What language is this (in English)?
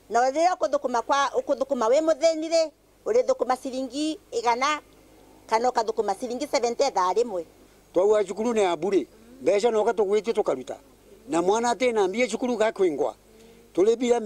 Meru